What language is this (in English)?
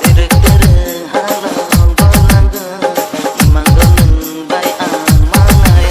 Kok Borok